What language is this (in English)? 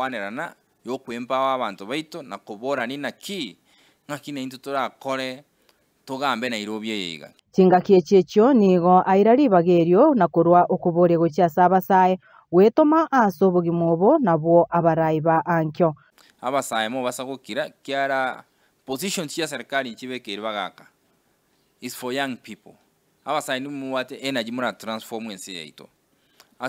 Gusii